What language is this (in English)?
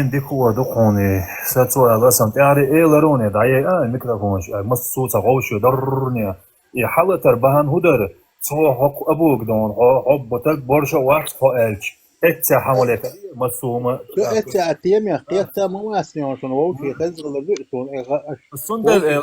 Chechen